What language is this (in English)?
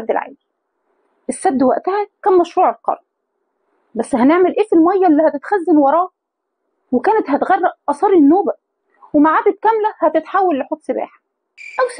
Egyptian Arabic